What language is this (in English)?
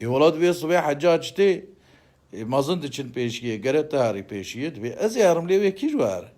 Kurdish